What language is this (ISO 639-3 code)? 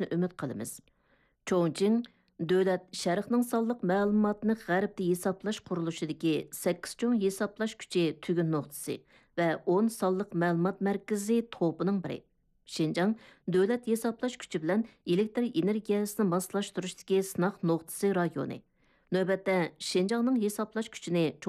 uig